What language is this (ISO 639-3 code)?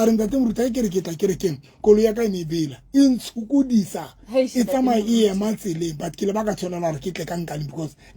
sot